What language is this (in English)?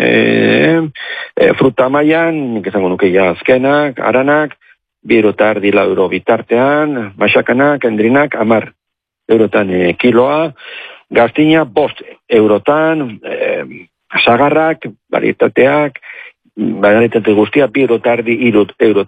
Basque